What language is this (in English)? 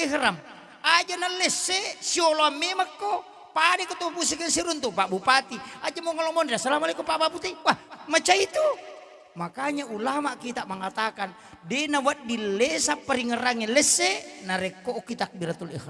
Buginese